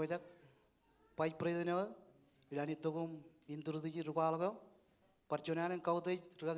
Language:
Marshallese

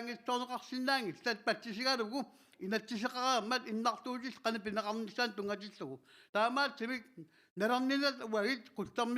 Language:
Kalaallisut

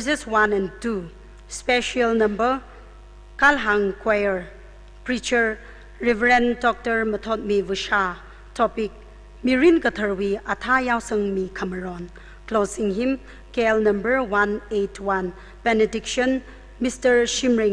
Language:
Tangkhul Naga (India)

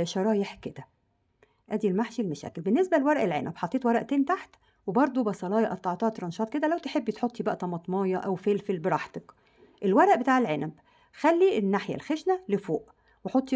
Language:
Egyptian Arabic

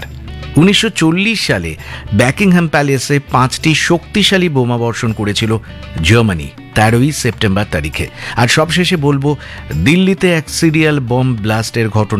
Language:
Bangla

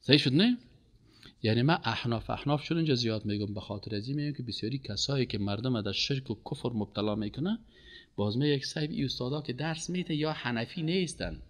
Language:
Persian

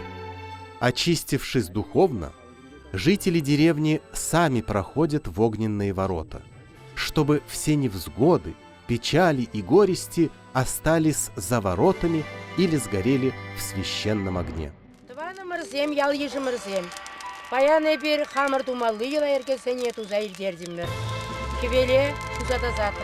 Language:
Chuvash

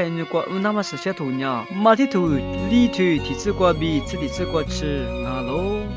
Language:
Lisu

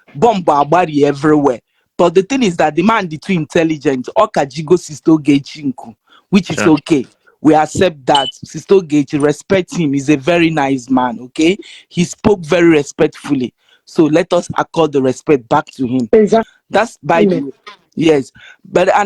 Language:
Igbo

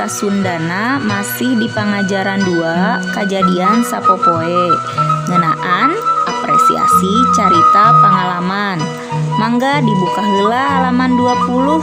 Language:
Sundanese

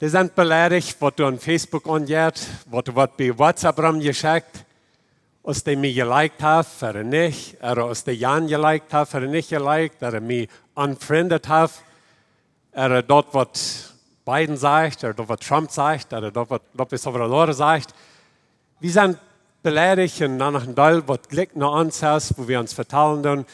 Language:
Plautdietsch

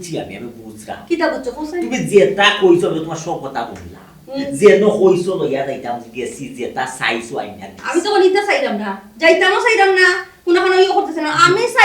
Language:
Sylheti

